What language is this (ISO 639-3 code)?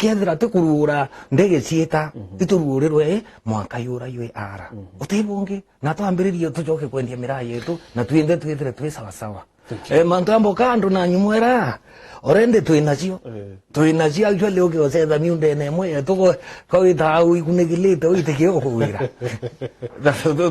mer